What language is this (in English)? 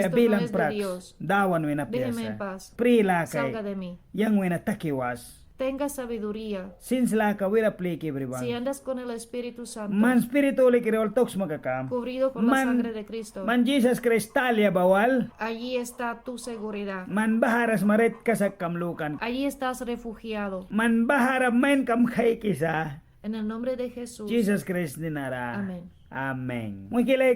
Mískito